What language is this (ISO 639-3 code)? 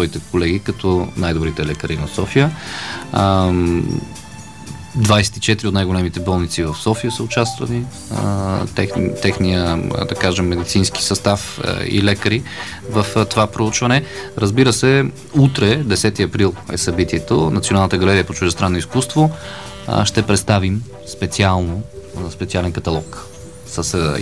bul